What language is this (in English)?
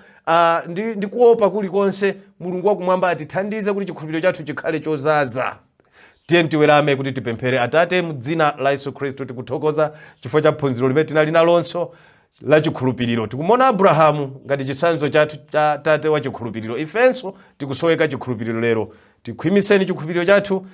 Nyanja